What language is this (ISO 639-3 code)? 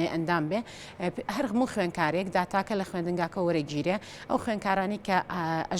ckb